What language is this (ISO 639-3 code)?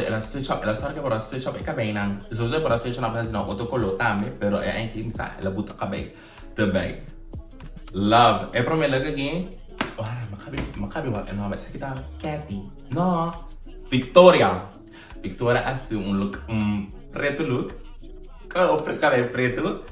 pap